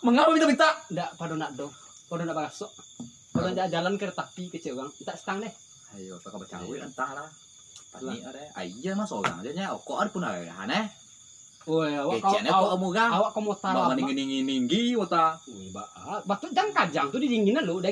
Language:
Minangkabau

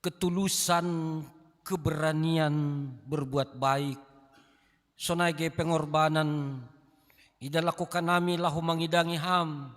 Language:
Batak Simalungun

